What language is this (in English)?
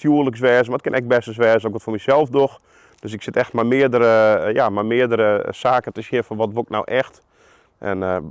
Western Frisian